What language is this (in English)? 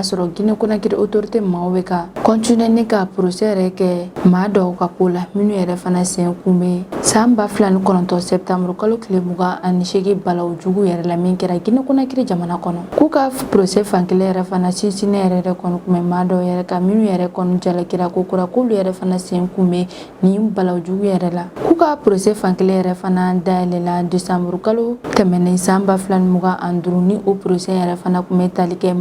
Bambara